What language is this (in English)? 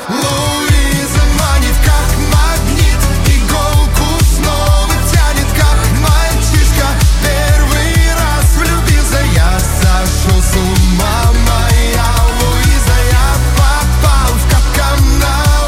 Russian